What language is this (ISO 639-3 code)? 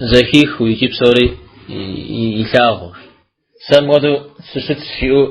kbd